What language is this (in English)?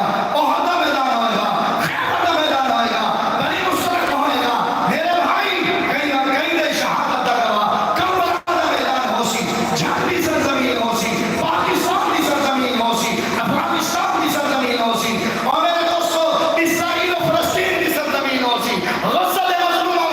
Saraiki